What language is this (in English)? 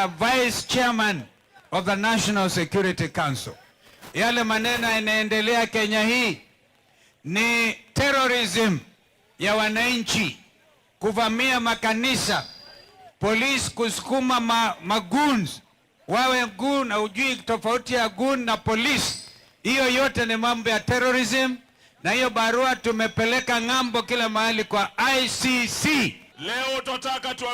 Meru